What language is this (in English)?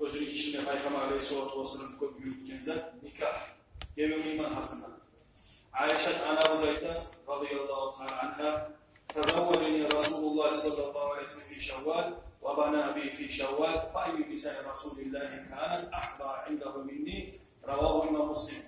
Kumyk